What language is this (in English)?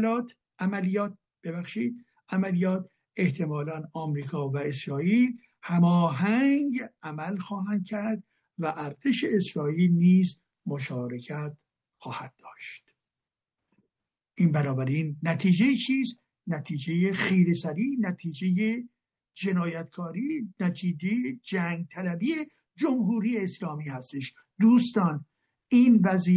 Persian